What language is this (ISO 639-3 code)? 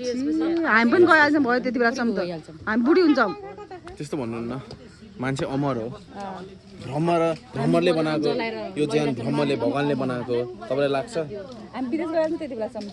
nep